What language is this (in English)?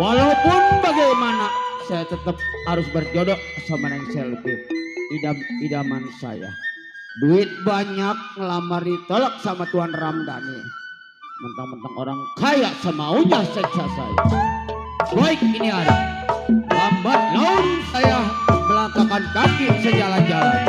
Betawi